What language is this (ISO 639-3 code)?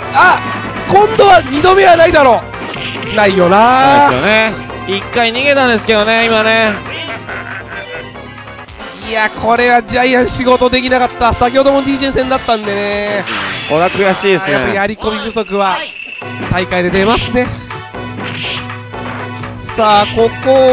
jpn